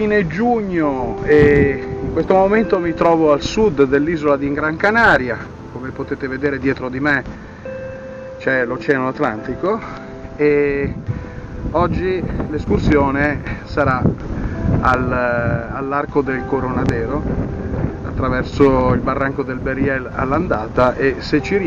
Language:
Italian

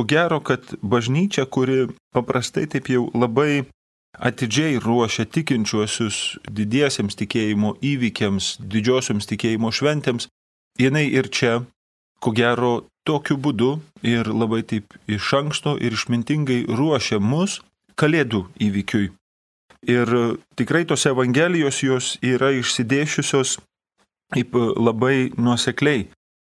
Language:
Lithuanian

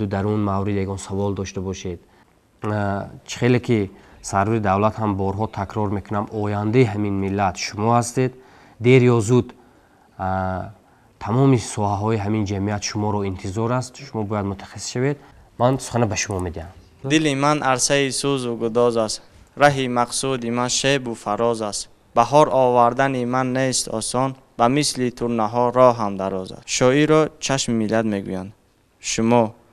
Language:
Tajik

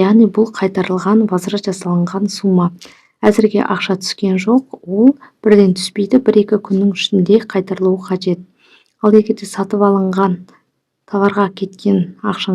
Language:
Kazakh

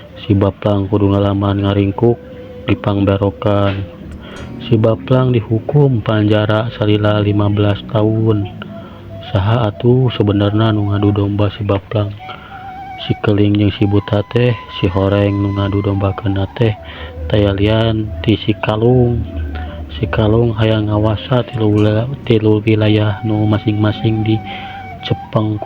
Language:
Sundanese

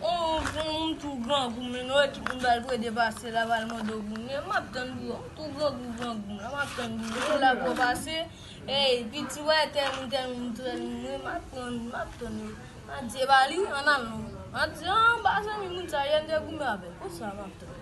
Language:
Haitian Creole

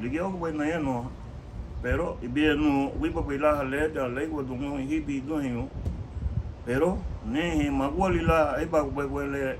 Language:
Garifuna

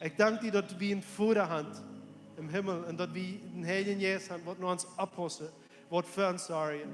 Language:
Plautdietsch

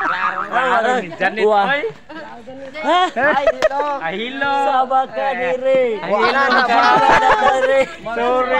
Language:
Cebuano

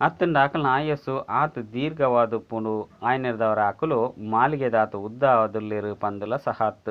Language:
Tulu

